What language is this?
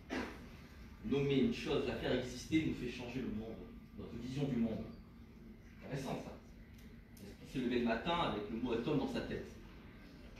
French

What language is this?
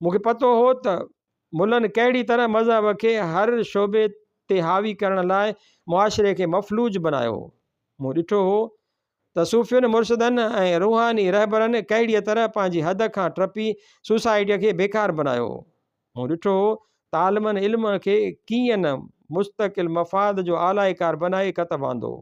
Sindhi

